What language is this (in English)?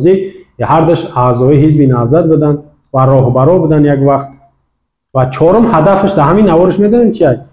Tajik